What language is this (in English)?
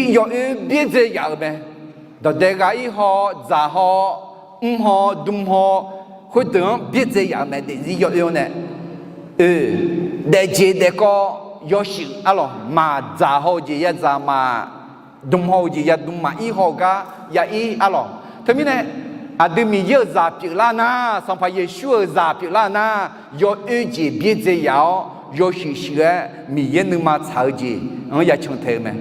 Akha